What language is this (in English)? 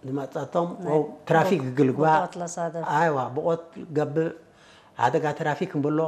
Tigre